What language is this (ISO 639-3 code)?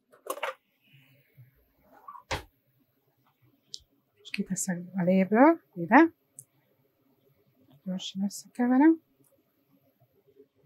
hun